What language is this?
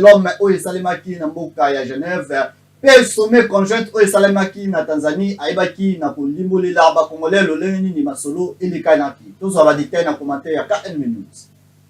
Lingala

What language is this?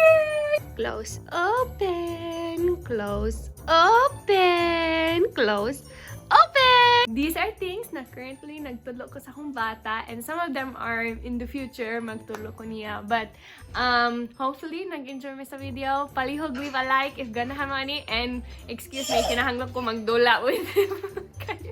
Cebuano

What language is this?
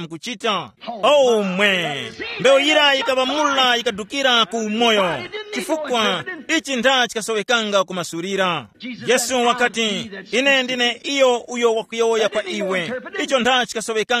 Tumbuka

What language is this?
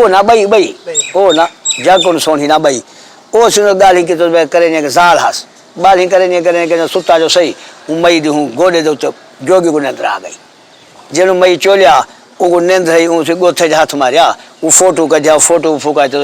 Saraiki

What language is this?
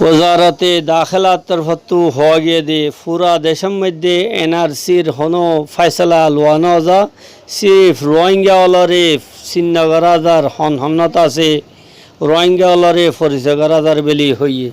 Rohingya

